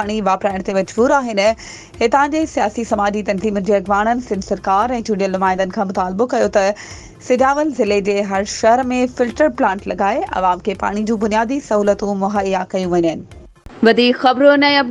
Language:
Sindhi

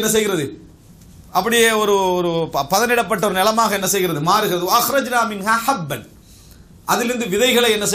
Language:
Tamil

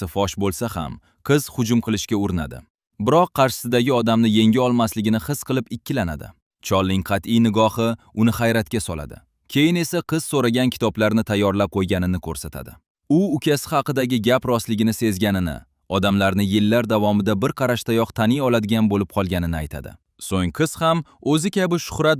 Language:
Uzbek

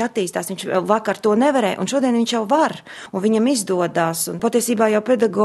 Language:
Latvian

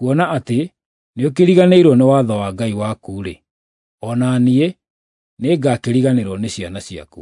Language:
Kikuyu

